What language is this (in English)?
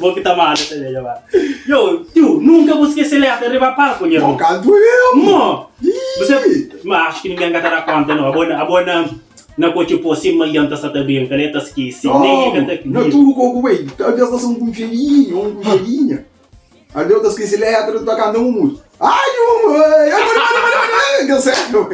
Kabuverdianu